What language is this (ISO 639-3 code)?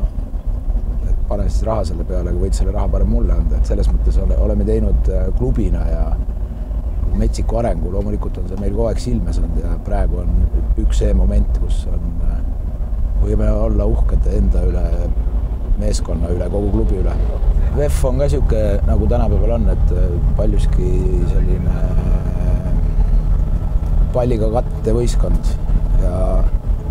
est